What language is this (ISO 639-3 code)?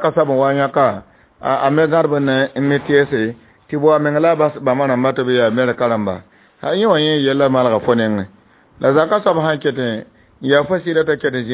mos